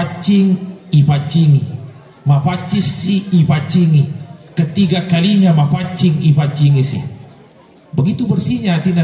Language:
Buginese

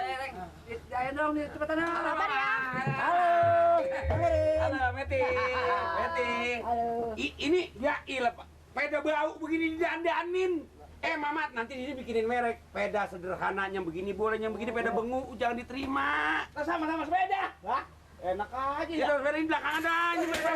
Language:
Betawi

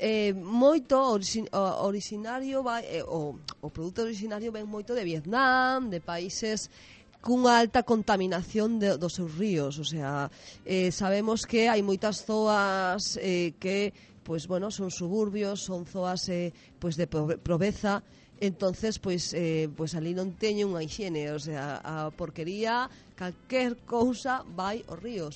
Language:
Galician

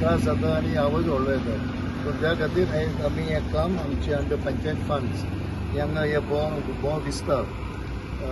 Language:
Konkani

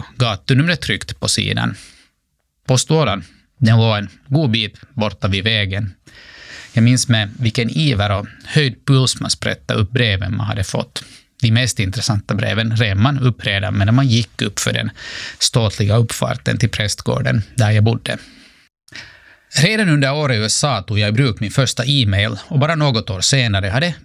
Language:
Swedish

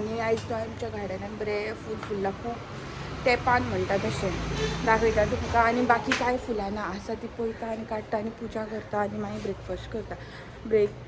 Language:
Konkani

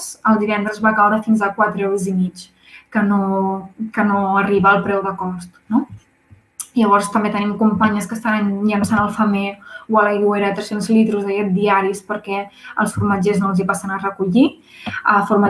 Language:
Catalan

